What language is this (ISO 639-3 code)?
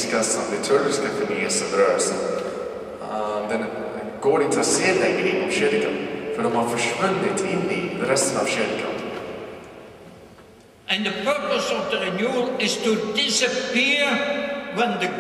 swe